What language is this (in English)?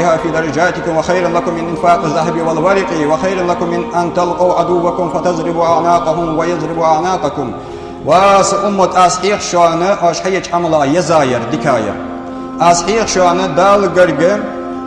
Ingush